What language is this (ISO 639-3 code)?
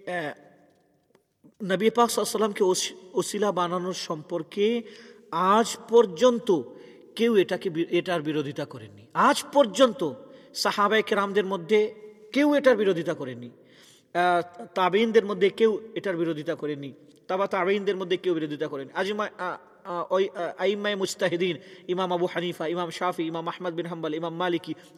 ben